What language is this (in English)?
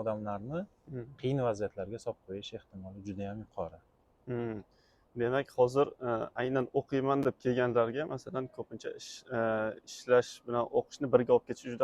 Uzbek